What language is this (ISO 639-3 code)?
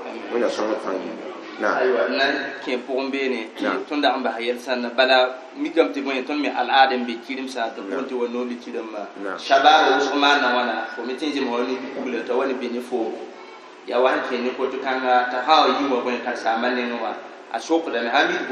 mos